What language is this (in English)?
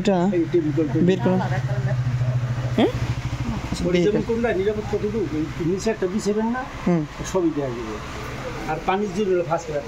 Bangla